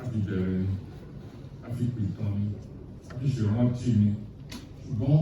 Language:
Yoruba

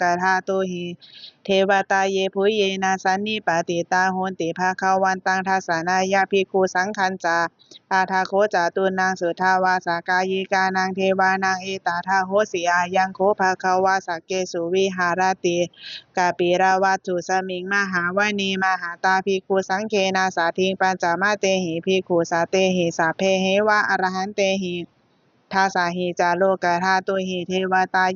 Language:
Pali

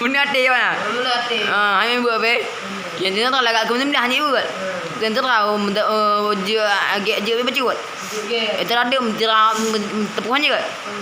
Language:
Achinese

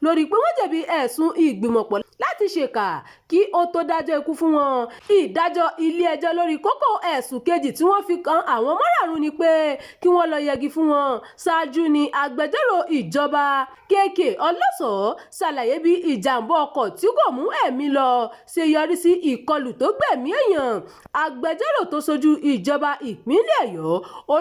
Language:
Yoruba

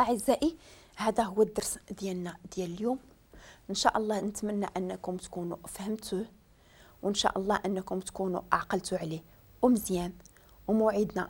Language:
Moroccan Arabic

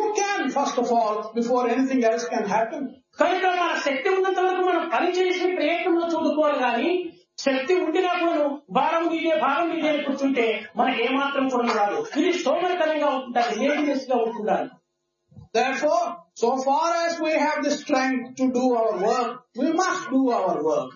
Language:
Telugu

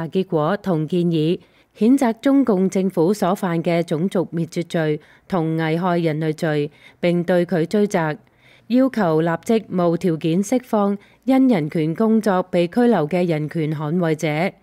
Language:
Cantonese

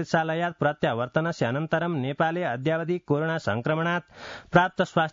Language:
Sanskrit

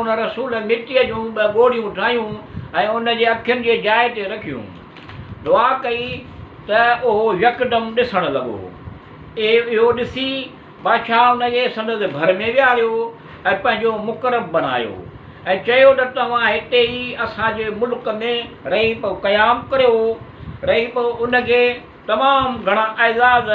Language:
Sindhi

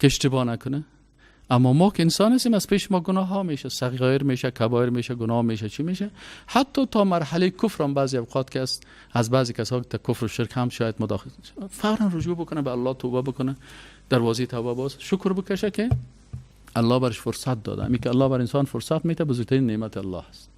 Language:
Persian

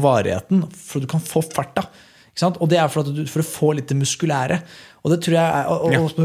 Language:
Norwegian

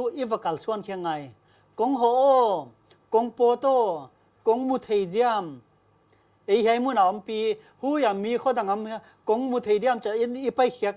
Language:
Paite Chin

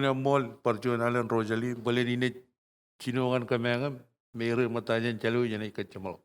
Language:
Marshallese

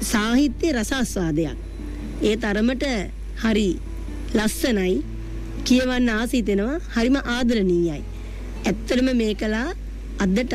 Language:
Sinhala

